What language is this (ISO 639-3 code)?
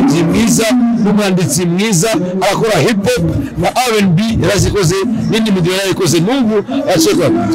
kin